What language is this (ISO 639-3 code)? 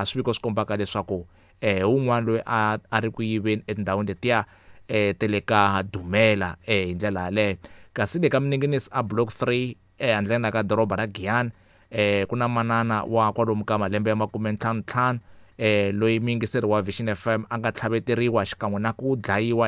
tso